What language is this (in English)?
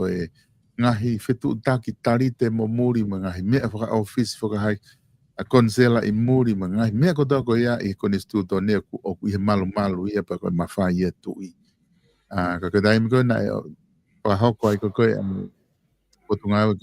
Tongan